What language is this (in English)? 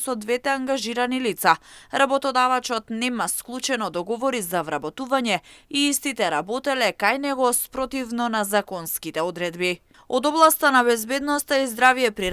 Macedonian